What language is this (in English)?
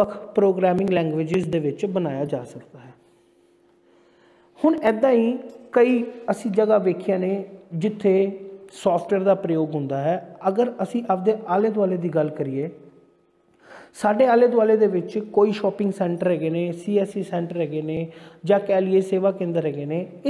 Punjabi